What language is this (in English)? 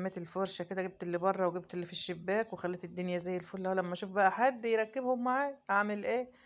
Egyptian Arabic